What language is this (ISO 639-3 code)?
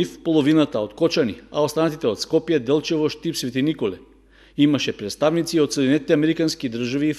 mkd